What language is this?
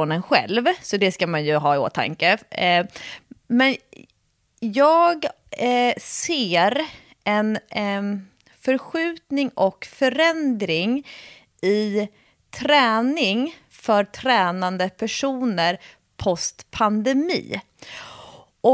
Swedish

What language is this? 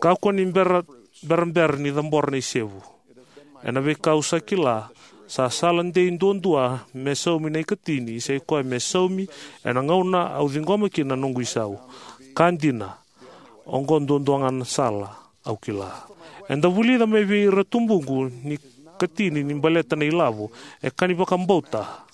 Fijian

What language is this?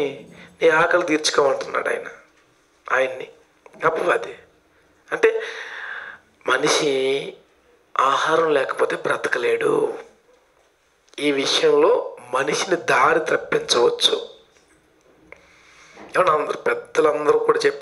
Telugu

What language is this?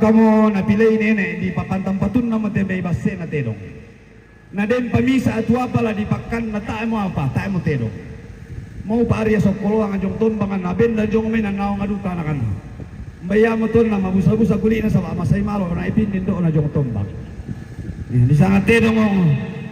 Toraja-Sa'dan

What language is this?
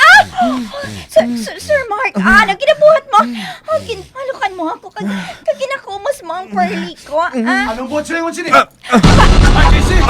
Hiligaynon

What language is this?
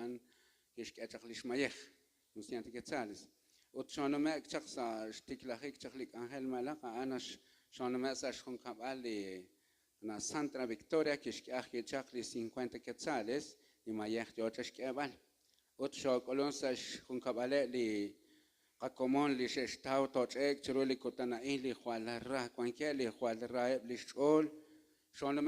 Kekchí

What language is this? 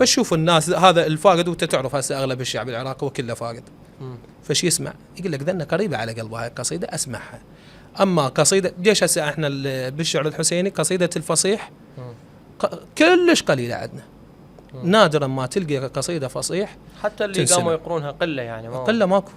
Mesopotamian Arabic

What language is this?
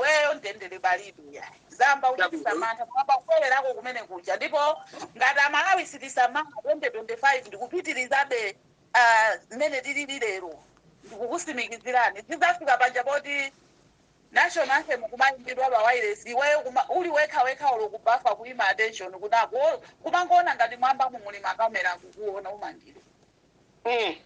Nyanja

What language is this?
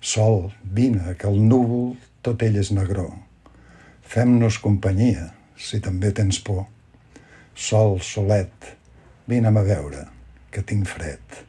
Catalan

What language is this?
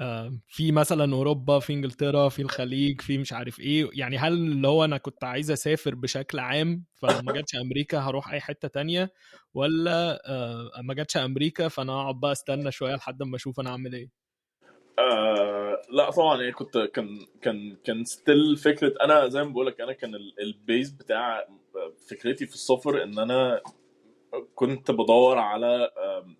Egyptian Arabic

